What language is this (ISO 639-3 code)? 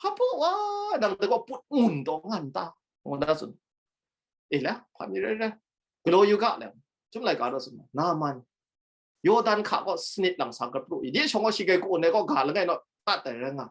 kac